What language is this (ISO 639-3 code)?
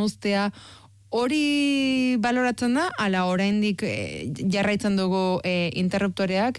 eus